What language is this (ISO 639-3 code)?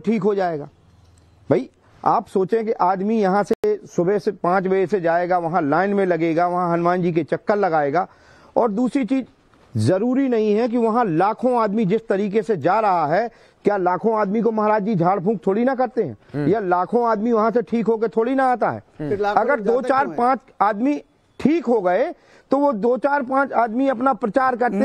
hin